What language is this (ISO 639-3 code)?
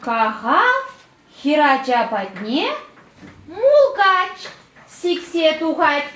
chv